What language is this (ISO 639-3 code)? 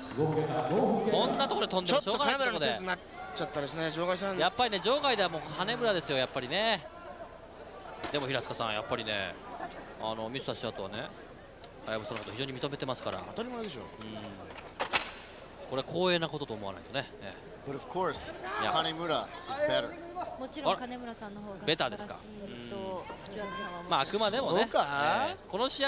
jpn